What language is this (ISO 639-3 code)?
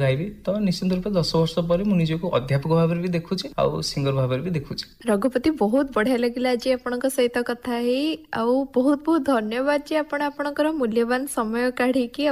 ori